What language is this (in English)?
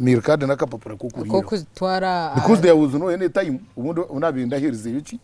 Nyankole